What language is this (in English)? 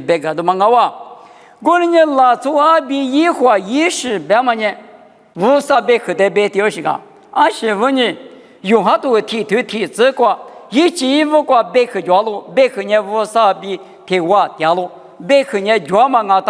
Lisu